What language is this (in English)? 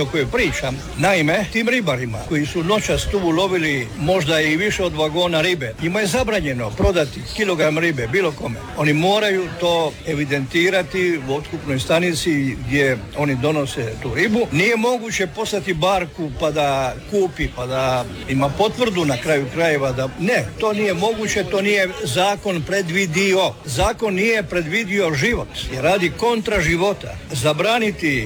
Croatian